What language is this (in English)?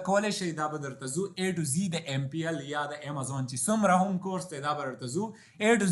Pashto